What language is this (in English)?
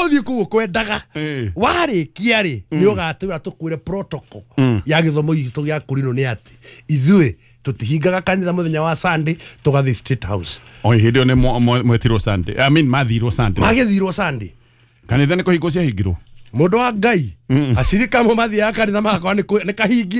Kikuyu